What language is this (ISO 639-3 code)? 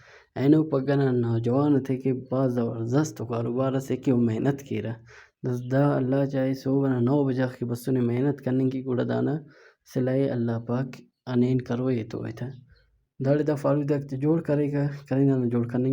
brh